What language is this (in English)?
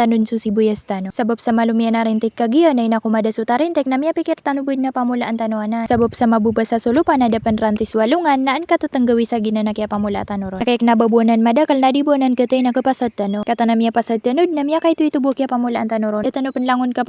Maranao